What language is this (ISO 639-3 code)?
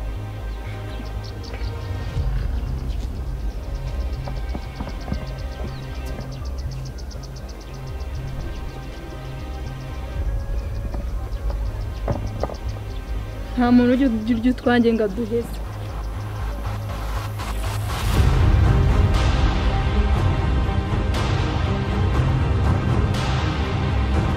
kin